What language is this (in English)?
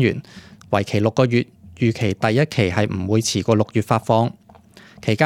Cantonese